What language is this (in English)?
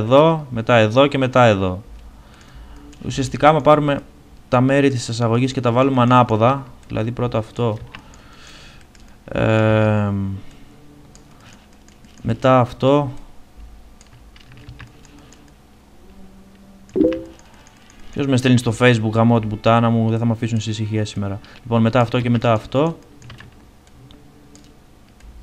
Greek